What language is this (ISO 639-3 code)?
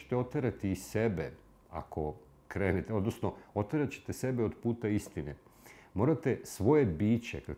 srp